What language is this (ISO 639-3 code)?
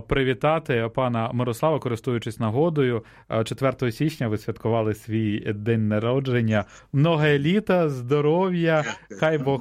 ukr